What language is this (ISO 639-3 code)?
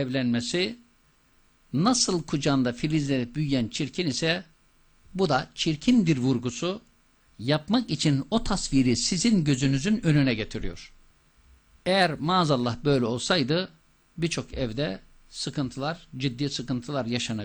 tur